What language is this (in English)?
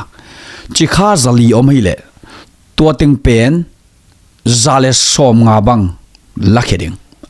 Tedim Chin